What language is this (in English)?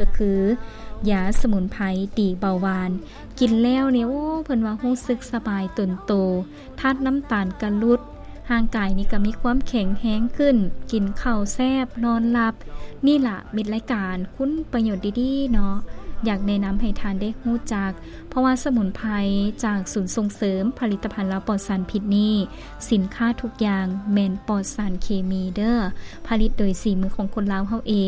Lao